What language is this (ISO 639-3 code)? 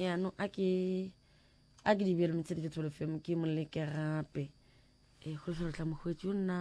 nso